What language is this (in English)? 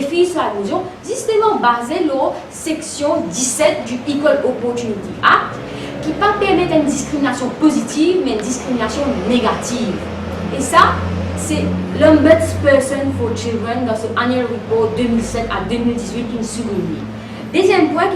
Morisyen